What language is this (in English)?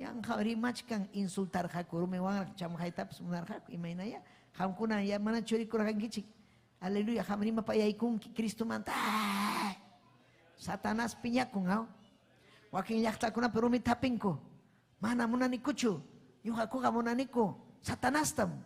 Ayacucho Quechua